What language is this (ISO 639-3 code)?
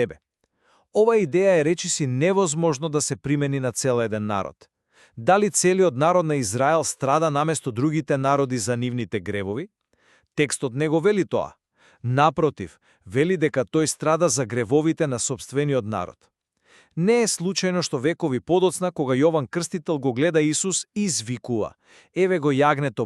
mkd